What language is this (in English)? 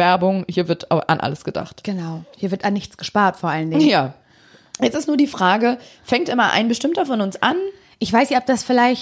German